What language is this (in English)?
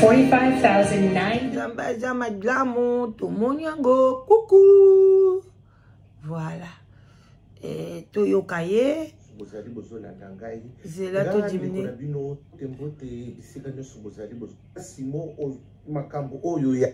Lingala